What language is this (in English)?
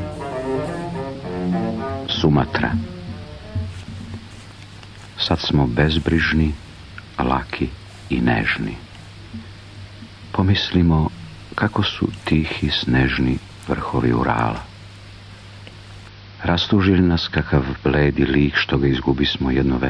Serbian